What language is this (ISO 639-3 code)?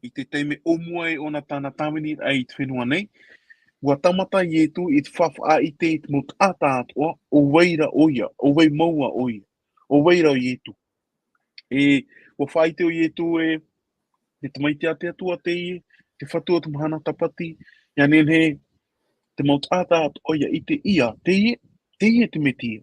tah